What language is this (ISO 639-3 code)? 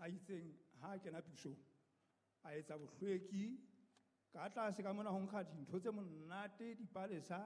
sot